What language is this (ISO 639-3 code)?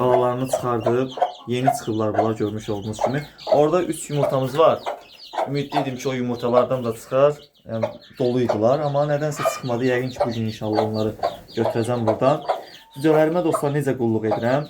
aze